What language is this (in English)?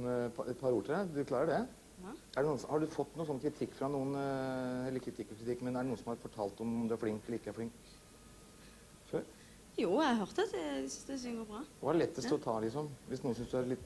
Norwegian